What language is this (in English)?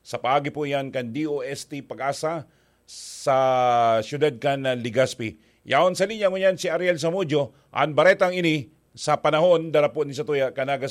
Bikol